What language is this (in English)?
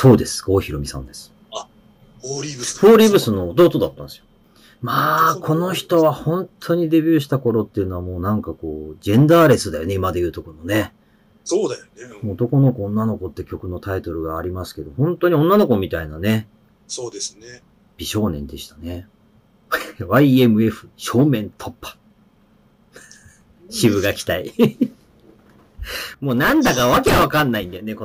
Japanese